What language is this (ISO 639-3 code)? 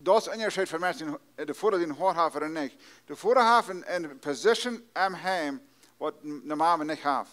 pdt